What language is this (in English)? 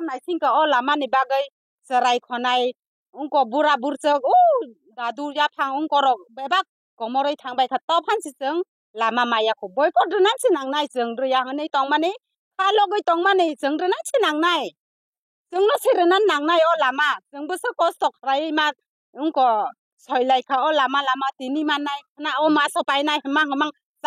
Kok Borok